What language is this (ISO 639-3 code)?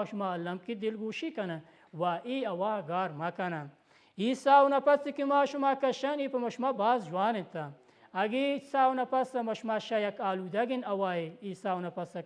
bal